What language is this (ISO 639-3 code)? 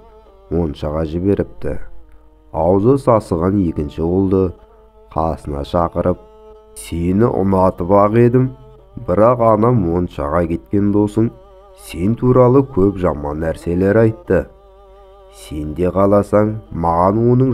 kaz